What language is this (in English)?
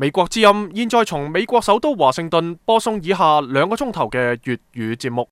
Cantonese